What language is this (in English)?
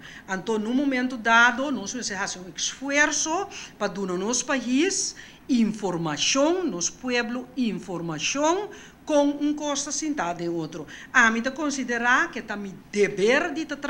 Papiamento